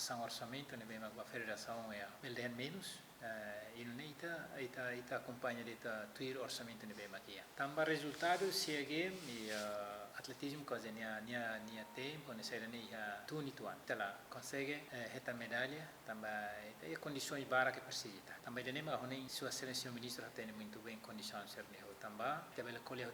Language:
Tetum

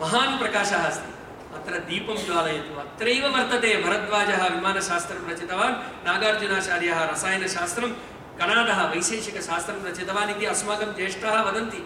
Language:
Sanskrit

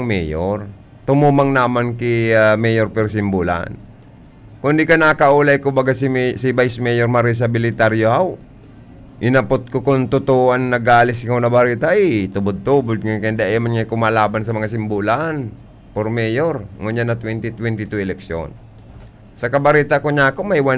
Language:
Bikol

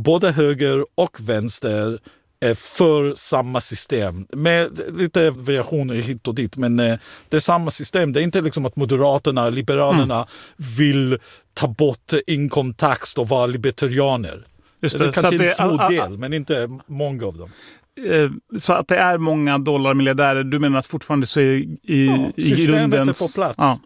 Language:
Swedish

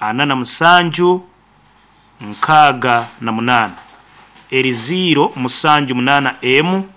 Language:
Nyankole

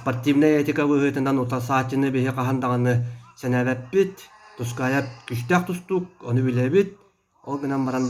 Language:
Yakut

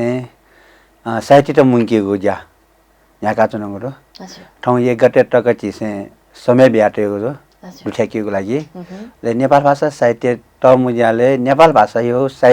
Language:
Newari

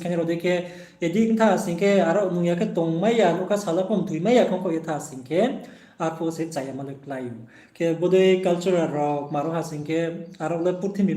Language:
Riang (India)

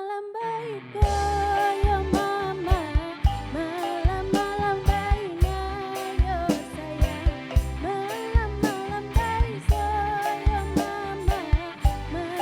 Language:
Minangkabau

